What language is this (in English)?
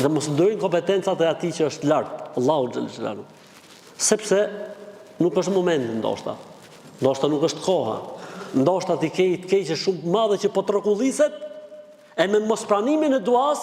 Albanian